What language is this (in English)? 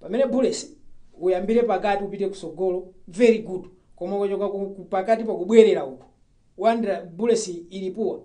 Nyanja